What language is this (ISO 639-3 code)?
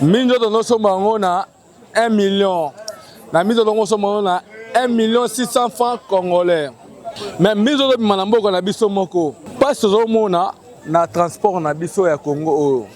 lin